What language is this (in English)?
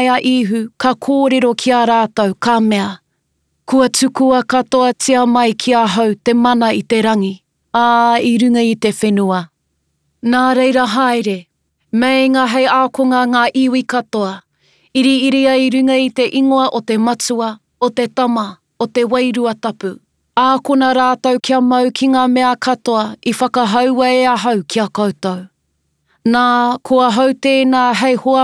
Māori